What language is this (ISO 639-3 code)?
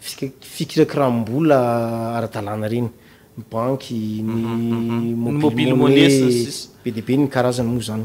mlg